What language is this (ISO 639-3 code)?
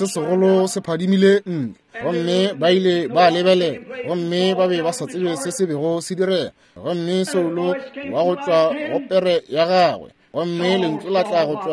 nso